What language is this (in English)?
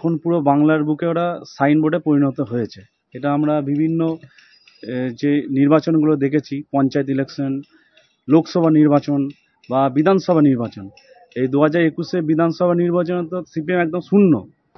Bangla